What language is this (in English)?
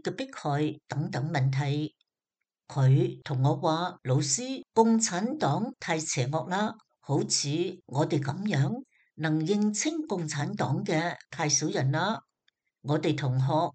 Cantonese